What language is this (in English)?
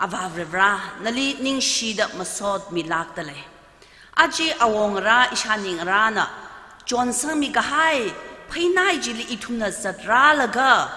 Tangkhul Naga (India)